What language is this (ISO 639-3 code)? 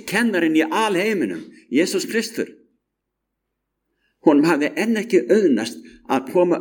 isl